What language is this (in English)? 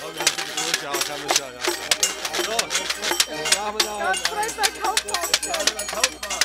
Bavarian